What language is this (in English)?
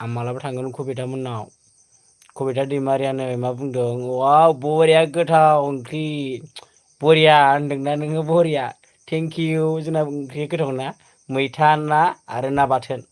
Bodo